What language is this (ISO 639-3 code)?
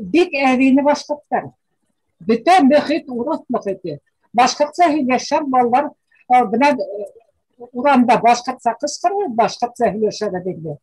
bak